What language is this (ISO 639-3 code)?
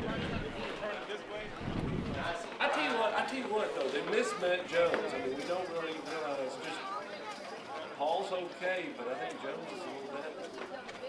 eng